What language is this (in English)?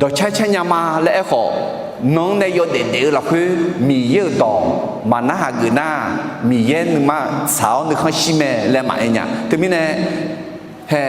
Akha